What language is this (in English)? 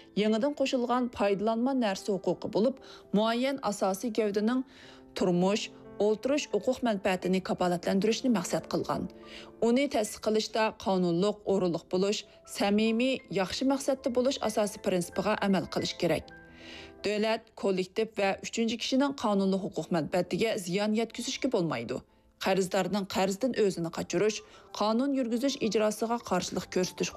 Uyghur